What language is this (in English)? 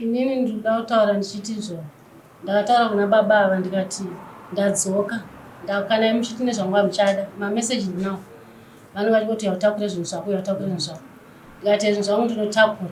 Shona